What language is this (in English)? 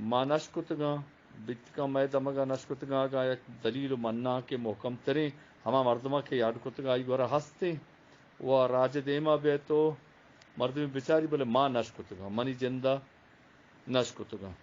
Eastern Balochi